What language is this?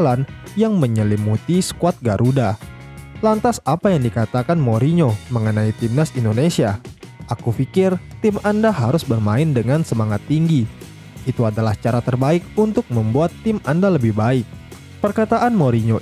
Indonesian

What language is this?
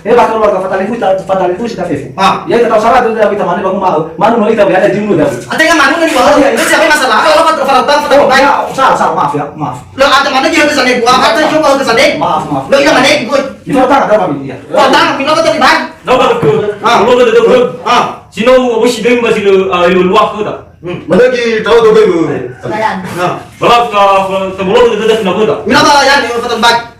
Nias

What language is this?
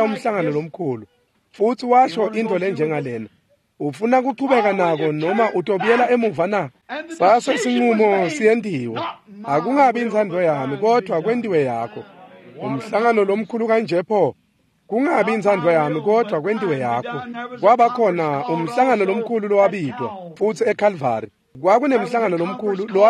Swati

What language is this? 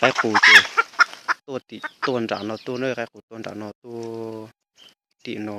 Hmong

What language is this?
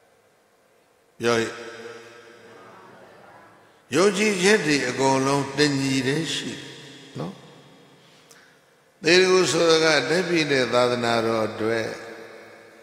Burmese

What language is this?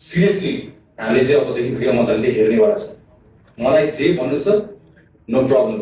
Nepali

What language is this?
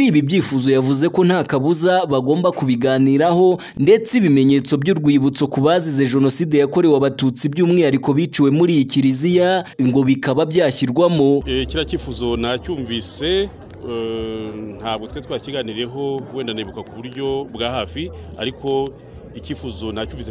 Kinyarwanda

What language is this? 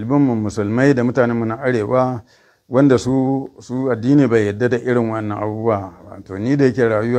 Hausa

